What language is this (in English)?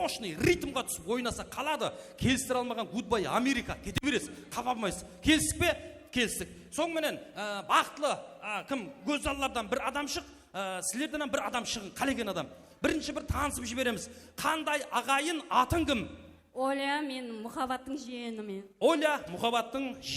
Kara-Kalpak